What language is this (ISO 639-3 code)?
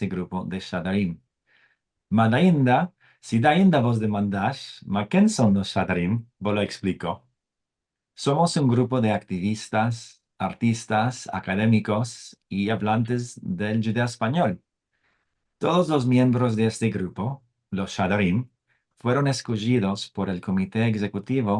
lad